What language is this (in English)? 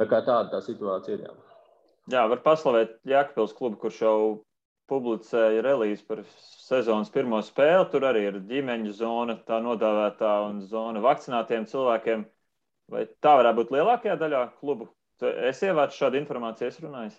Latvian